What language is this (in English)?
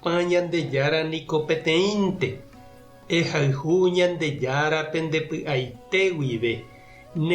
Guarani